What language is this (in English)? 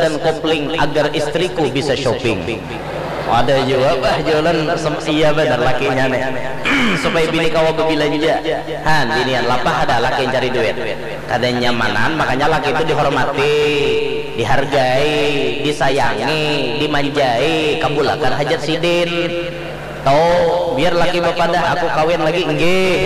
Banjar